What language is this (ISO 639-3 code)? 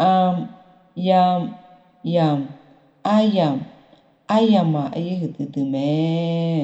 ahk